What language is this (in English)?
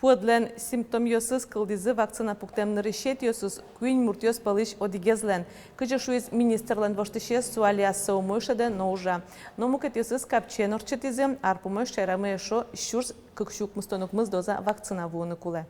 Udmurt